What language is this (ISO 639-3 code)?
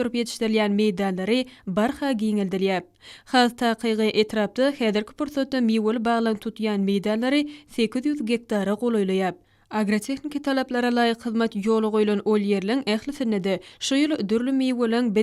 tuk